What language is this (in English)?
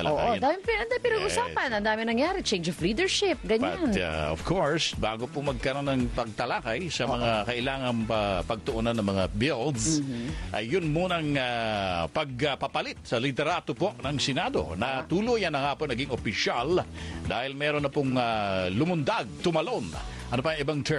Filipino